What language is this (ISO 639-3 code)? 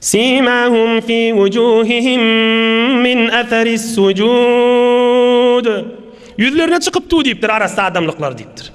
tuk